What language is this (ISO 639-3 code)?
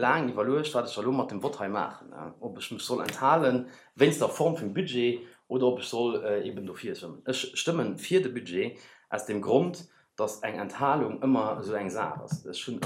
ltz